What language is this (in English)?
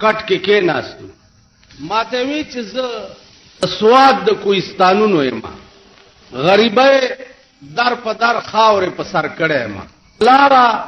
Pashto